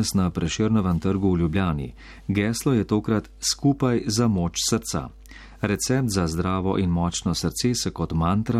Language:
Slovenian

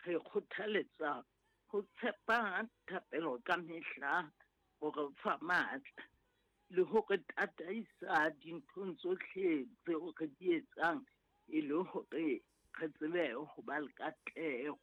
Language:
Southern Sotho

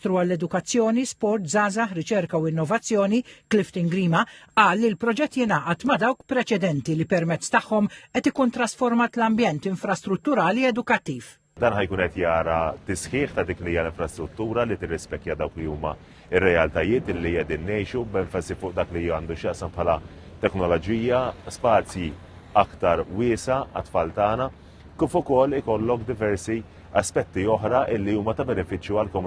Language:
Maltese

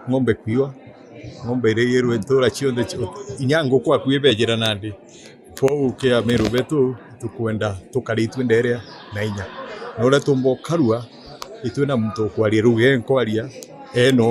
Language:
Meru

